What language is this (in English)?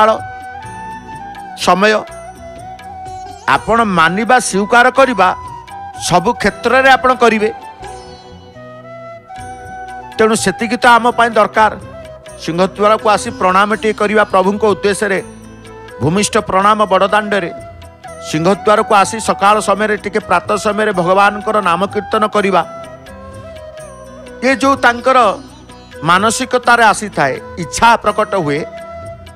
Odia